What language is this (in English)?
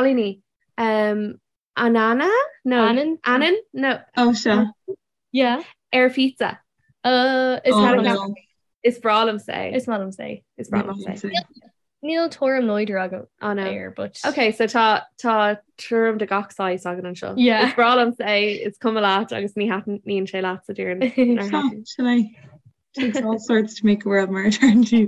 Irish